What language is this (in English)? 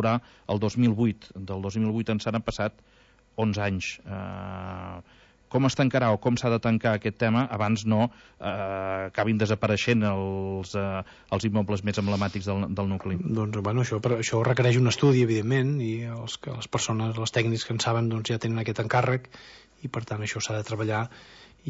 Catalan